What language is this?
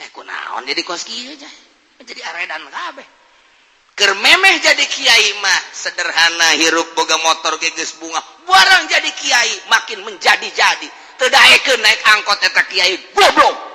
Sundanese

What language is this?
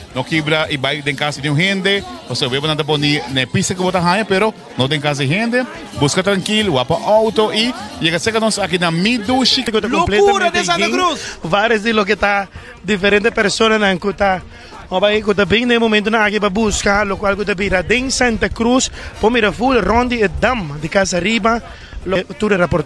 Papiamento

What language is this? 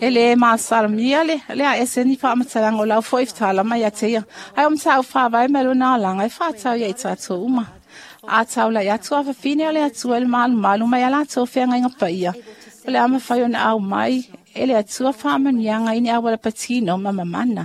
Samoan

